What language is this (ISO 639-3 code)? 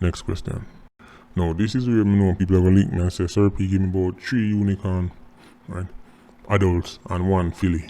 jam